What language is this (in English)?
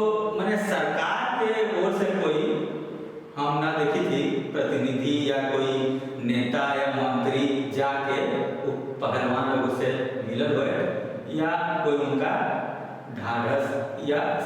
Magahi